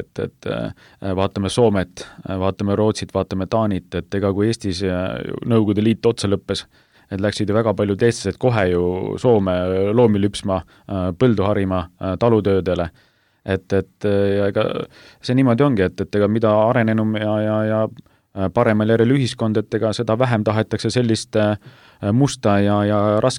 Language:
Estonian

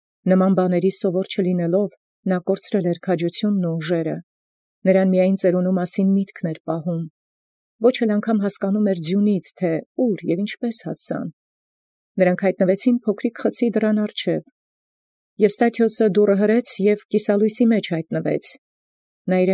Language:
Armenian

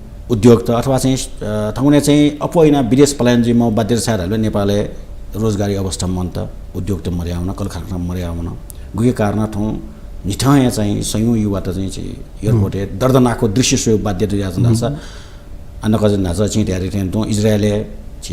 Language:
Newari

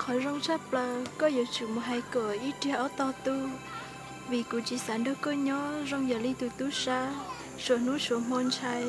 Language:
Hmong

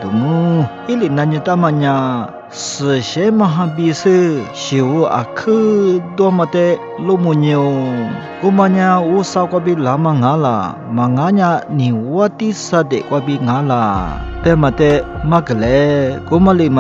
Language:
Lisu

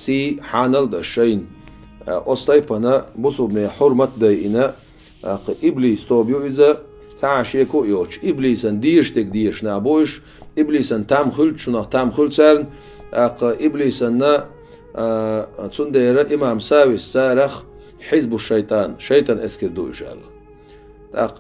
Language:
Chechen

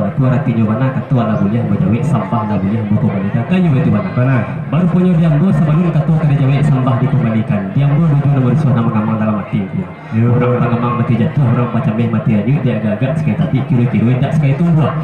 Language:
Minangkabau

